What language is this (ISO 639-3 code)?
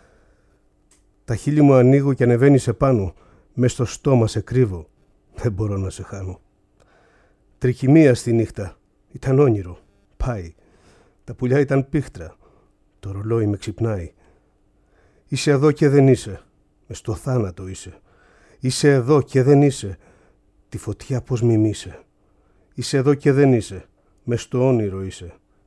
ell